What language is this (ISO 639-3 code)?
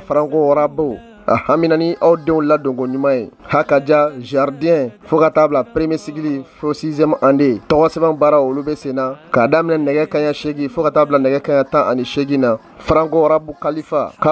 bam